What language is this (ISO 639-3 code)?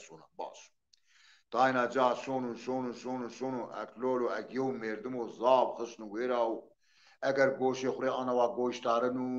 zza